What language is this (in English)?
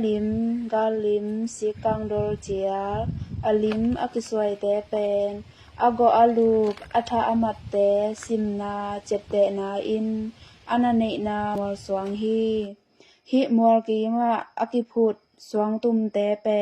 Tedim Chin